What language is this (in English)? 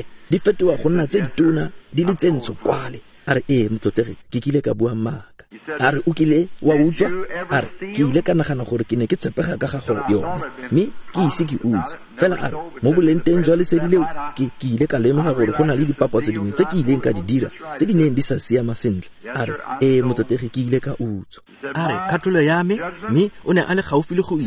Tswana